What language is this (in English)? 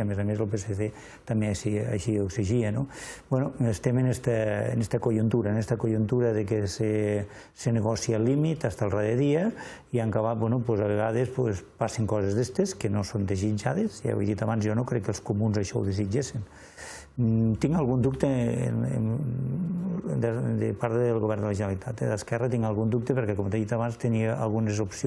Catalan